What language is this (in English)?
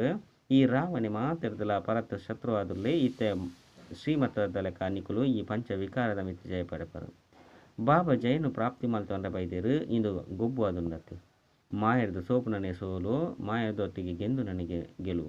Tulu